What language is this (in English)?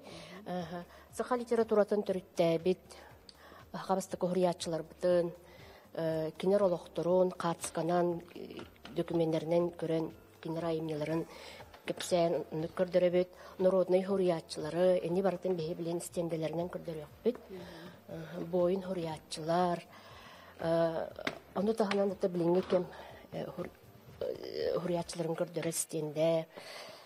Yakut